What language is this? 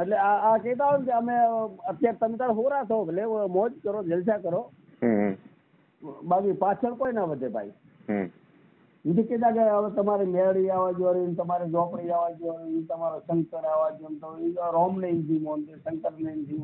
Gujarati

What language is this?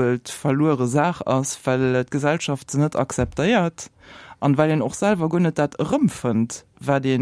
Luxembourgish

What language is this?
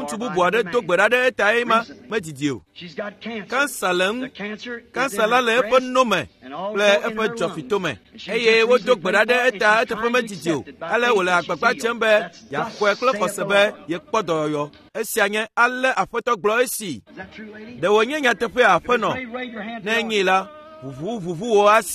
Ewe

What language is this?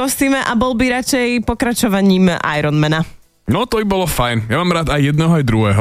Slovak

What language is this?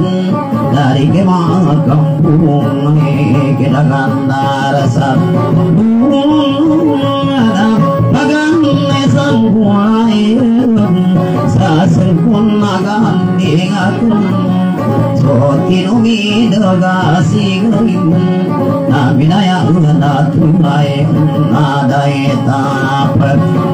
Indonesian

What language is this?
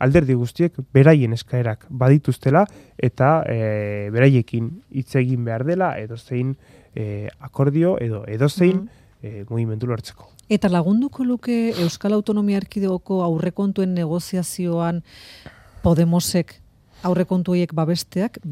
Basque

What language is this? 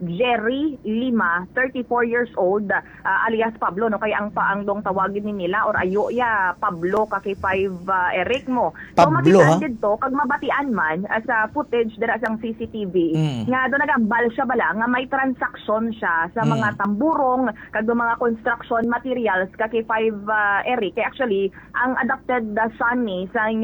Hiligaynon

